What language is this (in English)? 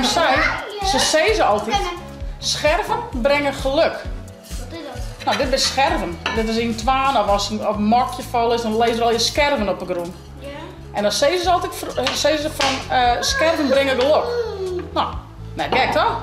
Western Frisian